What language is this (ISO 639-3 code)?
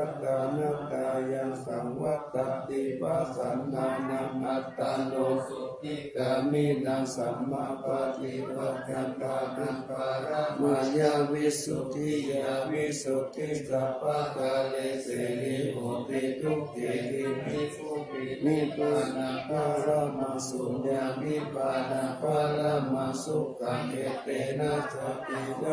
pli